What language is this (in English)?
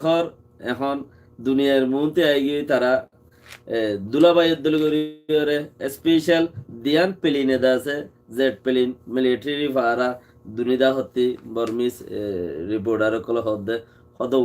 Rohingya